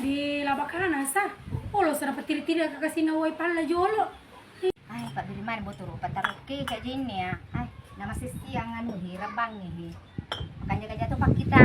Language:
Buginese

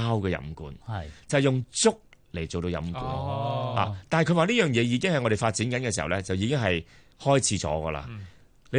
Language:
Cantonese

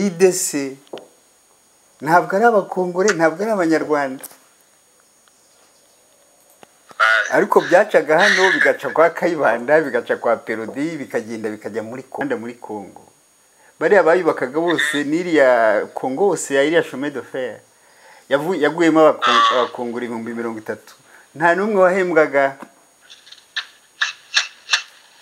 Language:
Kinyarwanda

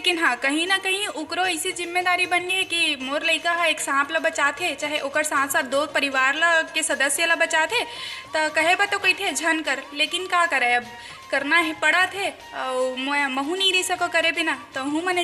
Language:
Chhattisgarhi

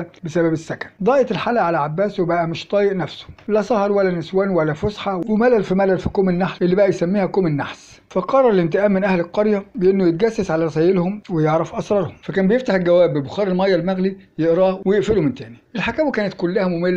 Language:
Egyptian Arabic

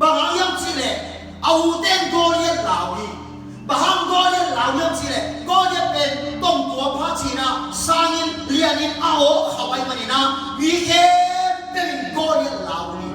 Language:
Tedim Chin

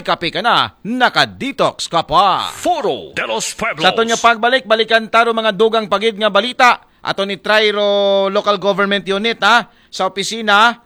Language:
Aklanon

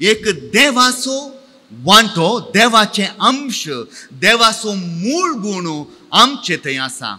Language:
Konkani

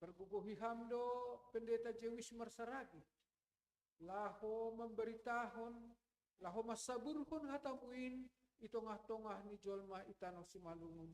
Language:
Batak Simalungun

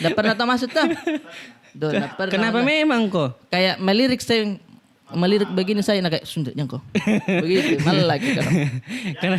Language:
Makassar Malay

